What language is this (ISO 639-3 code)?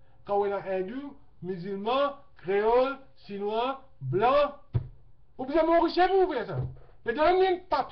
mfe